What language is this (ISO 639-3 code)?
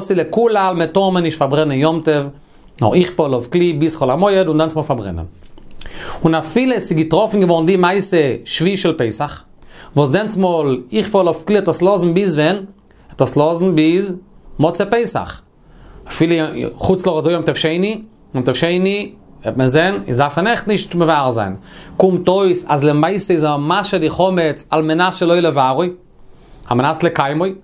yid